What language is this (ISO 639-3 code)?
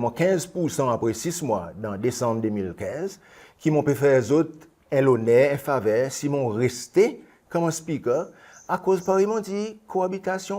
crs